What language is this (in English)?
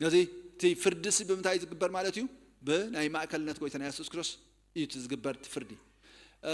Tigrinya